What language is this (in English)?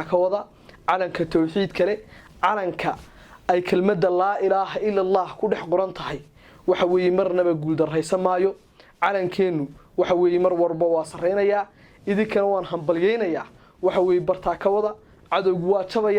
Somali